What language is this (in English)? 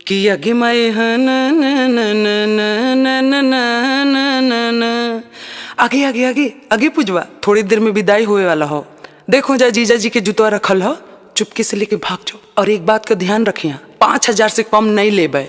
Magahi